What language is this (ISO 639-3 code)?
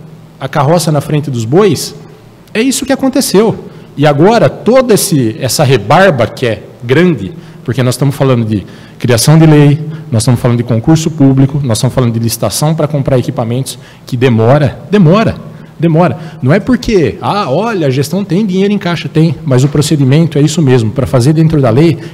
por